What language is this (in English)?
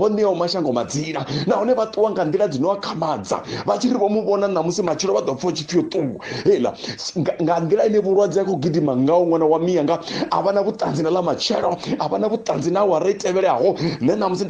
Venda